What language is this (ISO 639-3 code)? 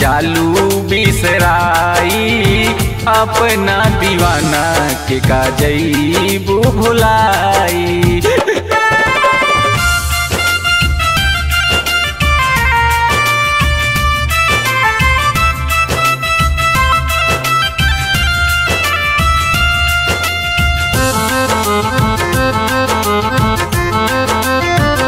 bho